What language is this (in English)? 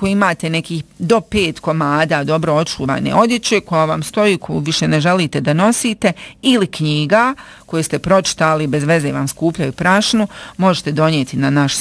Bosnian